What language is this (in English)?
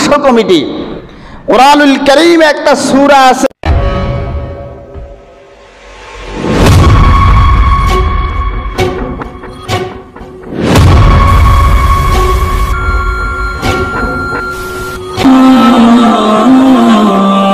Bangla